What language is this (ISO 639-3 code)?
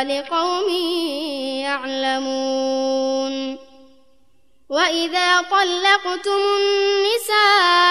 ara